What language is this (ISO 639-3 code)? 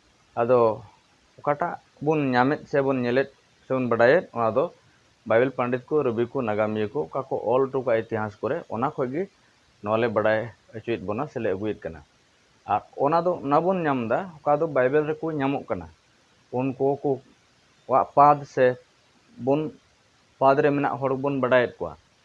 sat